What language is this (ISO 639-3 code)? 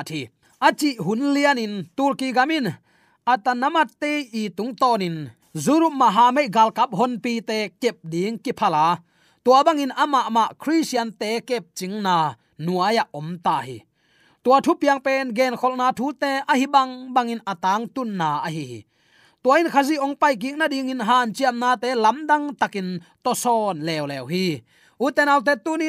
ctd